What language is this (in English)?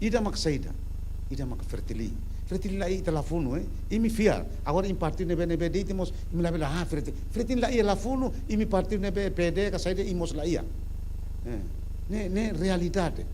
Tetum